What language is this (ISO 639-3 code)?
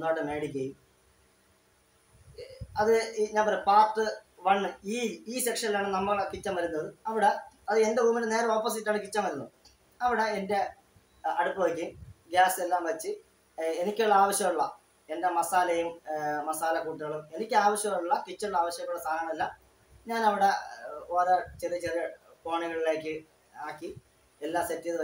mal